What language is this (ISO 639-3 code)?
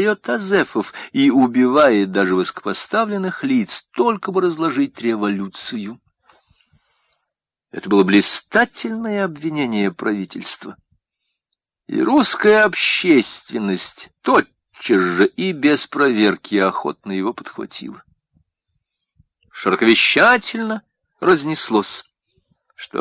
rus